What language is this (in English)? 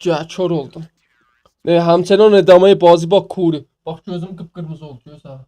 South Azerbaijani